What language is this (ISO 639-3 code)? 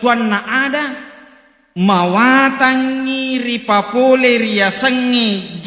bug